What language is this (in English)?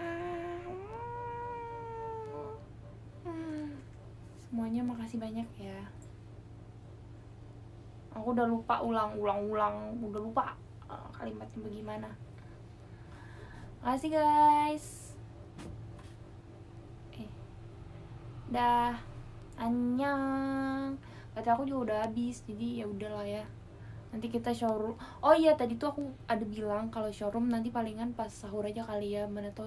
Indonesian